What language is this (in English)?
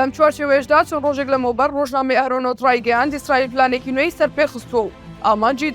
Central Kurdish